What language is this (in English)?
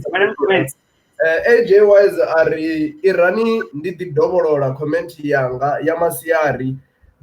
Venda